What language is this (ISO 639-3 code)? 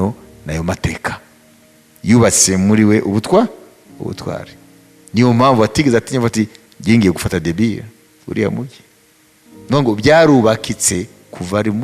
kin